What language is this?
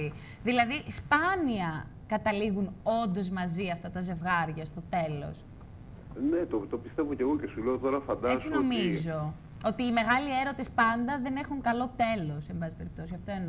Greek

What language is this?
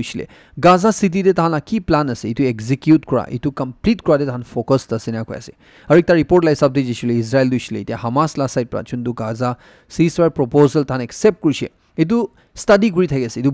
Naga Pidgin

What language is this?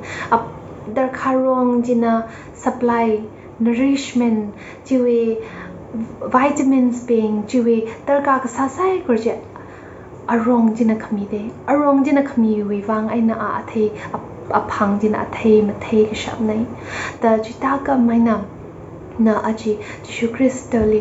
Tangkhul Naga (India)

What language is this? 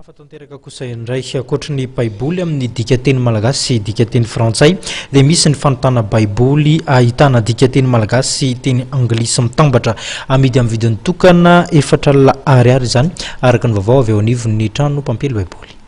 Malagasy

